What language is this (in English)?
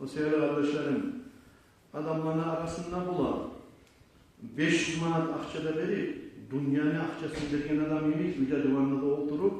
Kumyk